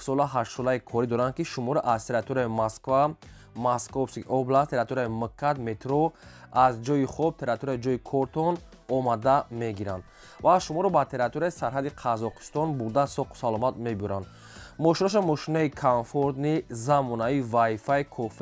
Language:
Tajik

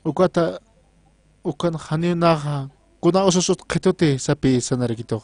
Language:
Aymara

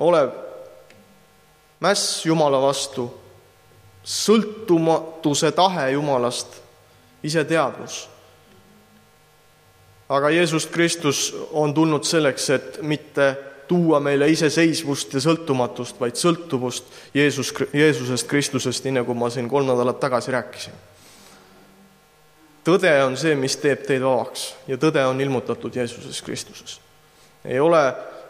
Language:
Estonian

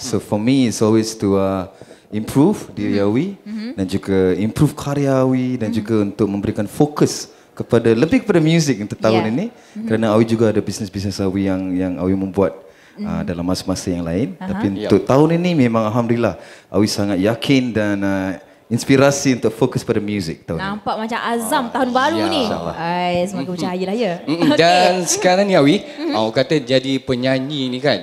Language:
Malay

